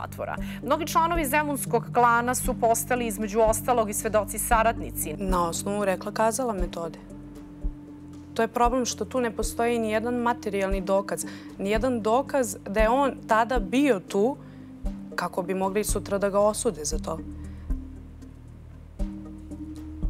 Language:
Serbian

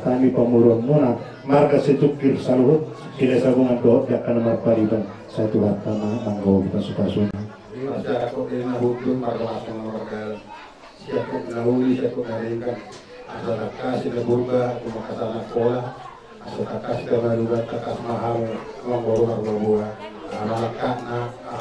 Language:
Batak Toba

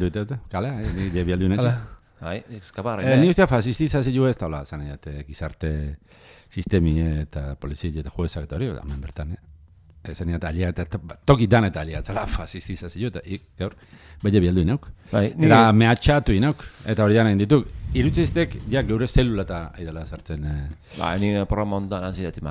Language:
Basque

